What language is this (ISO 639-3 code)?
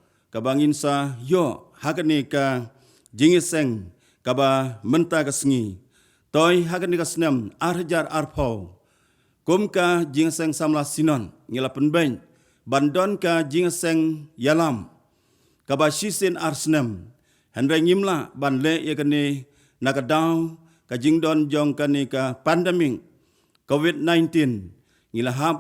kha